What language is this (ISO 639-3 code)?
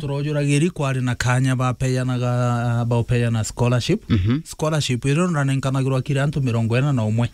mer